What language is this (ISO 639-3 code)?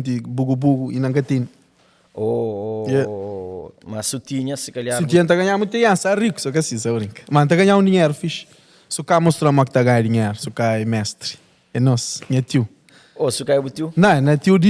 kea